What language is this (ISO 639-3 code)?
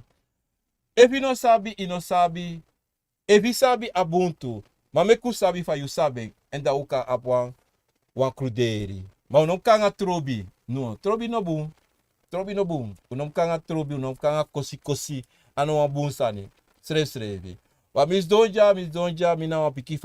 srn